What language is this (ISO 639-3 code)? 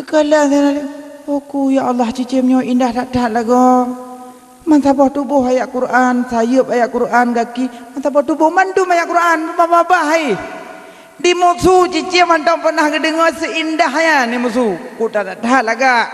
ace